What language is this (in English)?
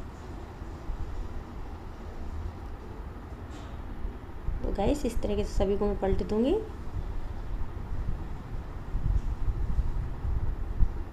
Hindi